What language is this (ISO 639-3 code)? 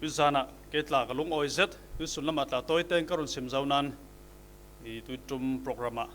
cfm